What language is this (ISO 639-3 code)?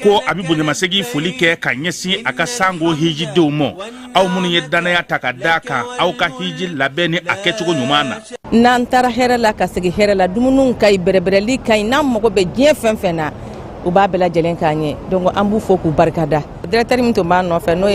bam